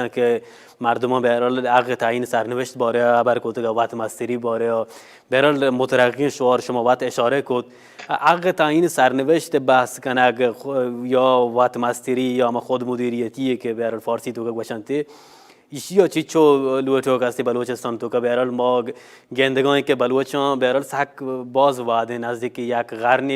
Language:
Baluchi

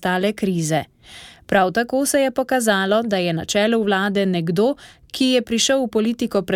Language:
Slovenian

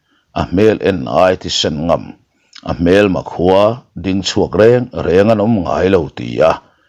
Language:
Mizo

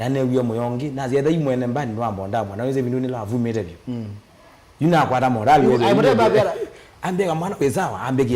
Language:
Kamba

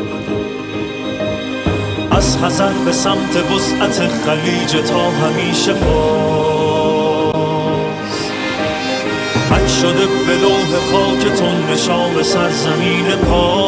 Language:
Persian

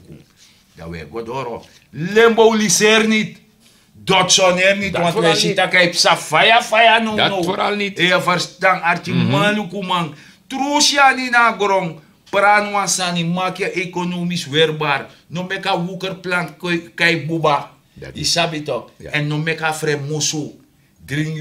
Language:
Sranan Tongo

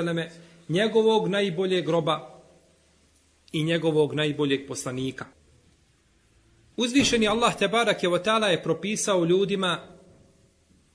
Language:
Bosnian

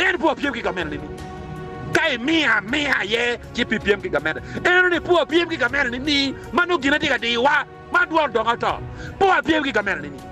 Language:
Acoli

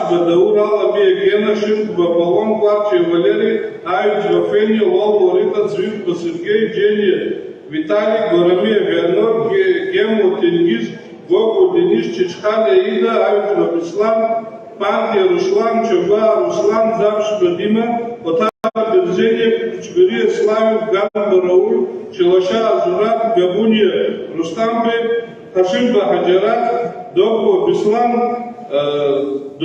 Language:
Abkhazian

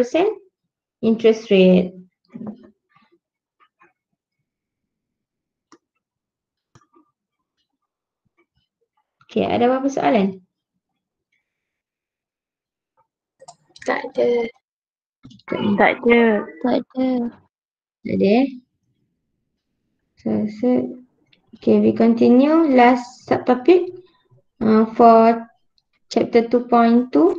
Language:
Malay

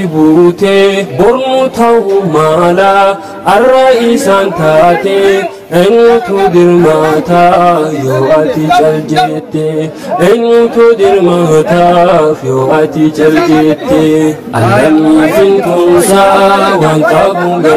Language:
Oromo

